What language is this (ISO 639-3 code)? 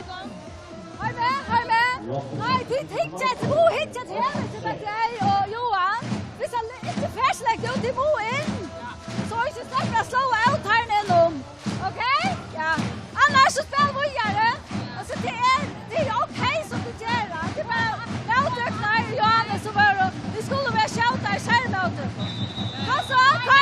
fao